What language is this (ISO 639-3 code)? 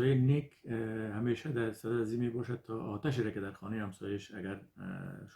fas